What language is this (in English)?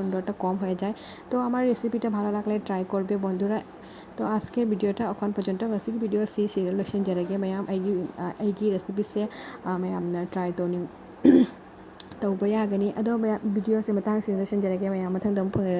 Manipuri